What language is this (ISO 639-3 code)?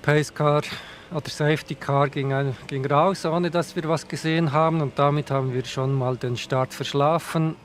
gsw